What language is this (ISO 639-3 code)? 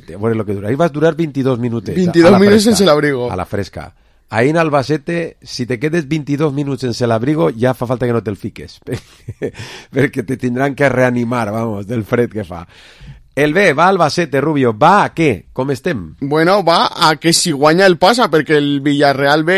cat